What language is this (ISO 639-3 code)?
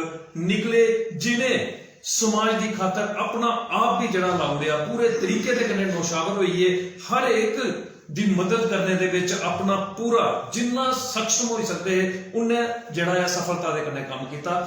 doi